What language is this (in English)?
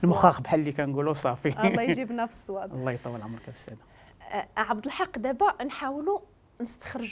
Moroccan Arabic